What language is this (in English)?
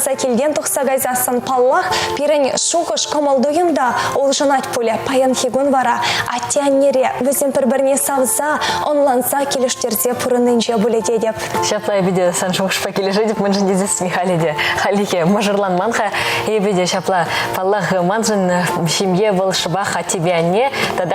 Chuvash